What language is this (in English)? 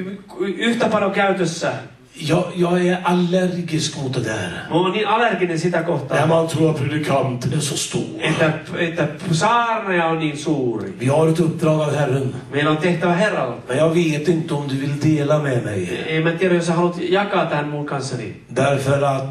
Swedish